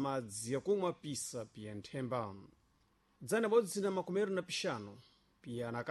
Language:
Sena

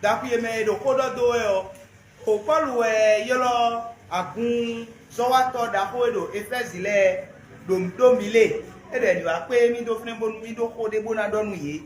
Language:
Fon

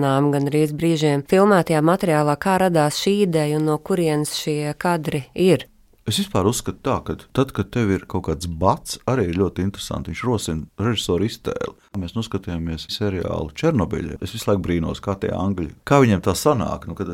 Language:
Latvian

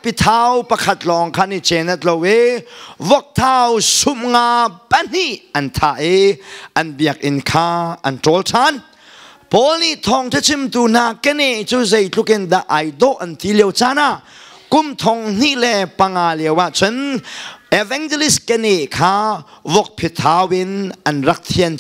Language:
Hakha Chin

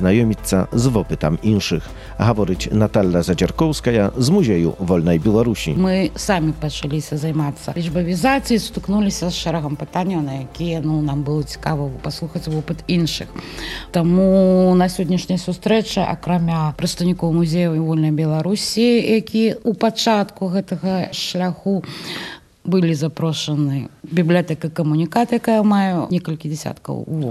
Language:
Belarusian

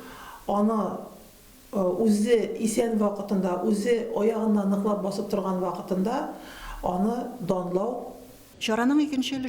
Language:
Tatar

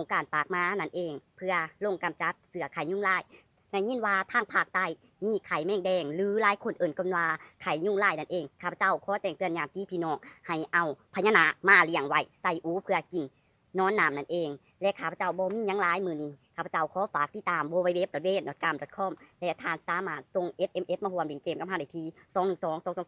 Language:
Lao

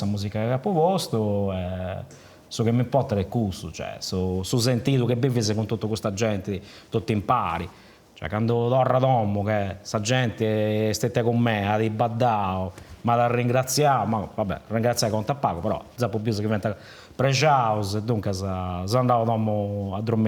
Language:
Sardinian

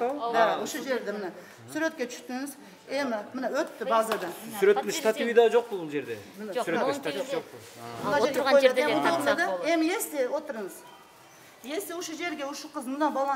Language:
Kyrgyz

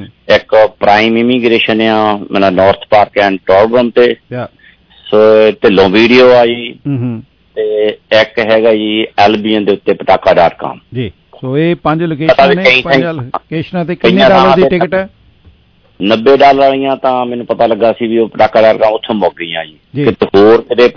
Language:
Punjabi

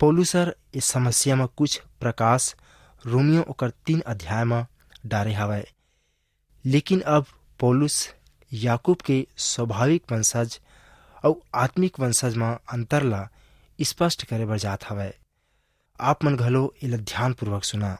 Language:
Chhattisgarhi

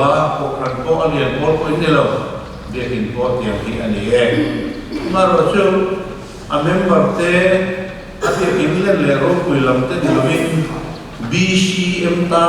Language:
Mizo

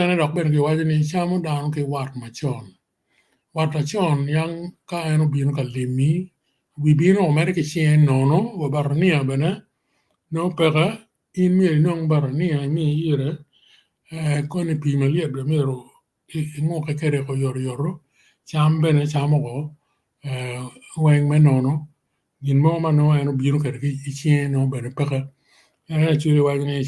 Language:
Acoli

